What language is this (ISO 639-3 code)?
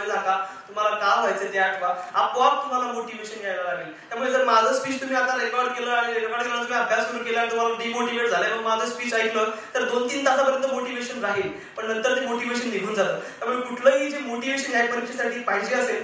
mar